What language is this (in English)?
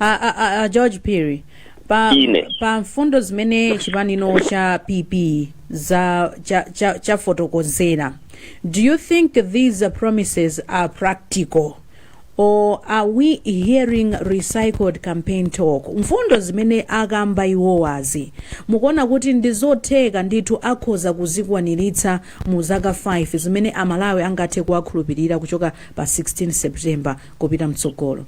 Nyanja